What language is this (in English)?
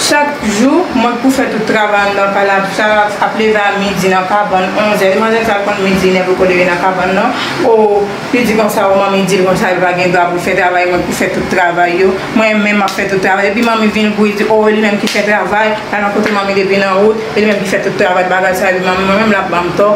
Haitian Creole